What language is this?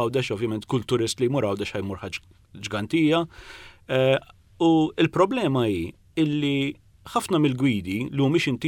Maltese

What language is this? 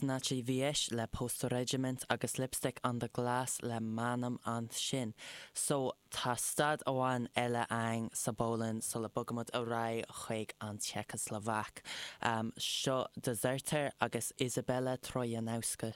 Irish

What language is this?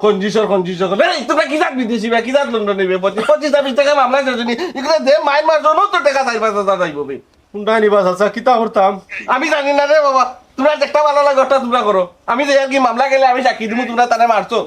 Sylheti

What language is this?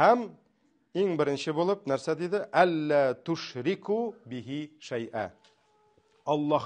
Tatar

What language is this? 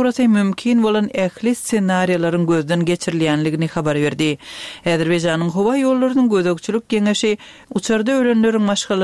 Turkmen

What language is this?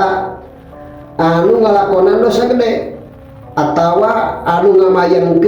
Sundanese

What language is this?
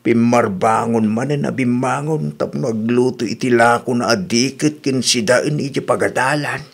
Iloko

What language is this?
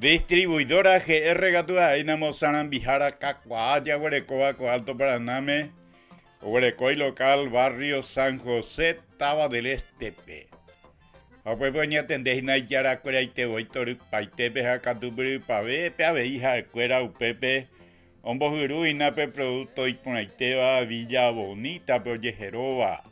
Guarani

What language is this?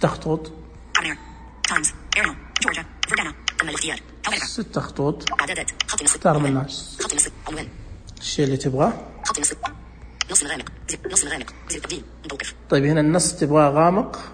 Najdi Arabic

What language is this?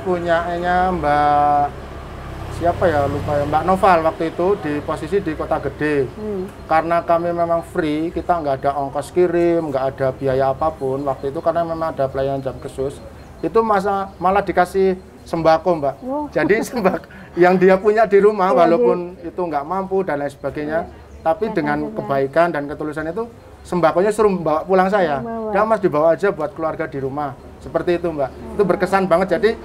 Indonesian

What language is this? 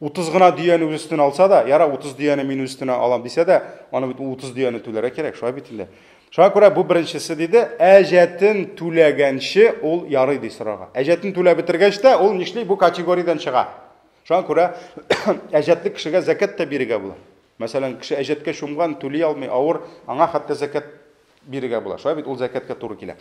Tatar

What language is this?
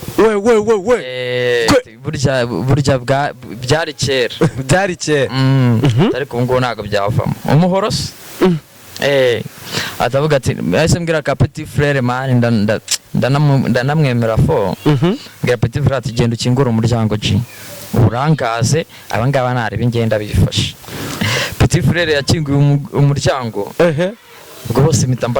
Kinyarwanda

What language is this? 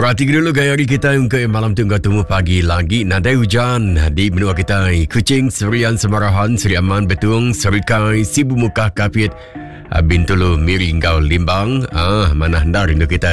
Iban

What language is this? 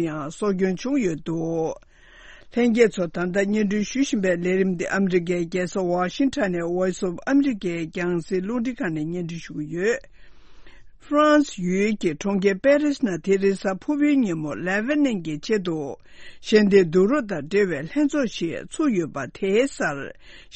Tibetan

